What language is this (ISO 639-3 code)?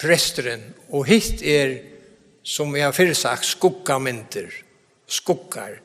fao